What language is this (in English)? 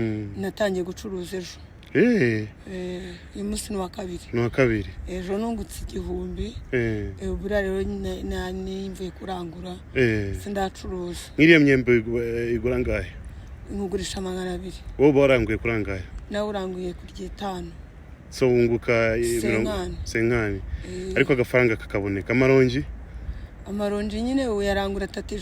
Kinyarwanda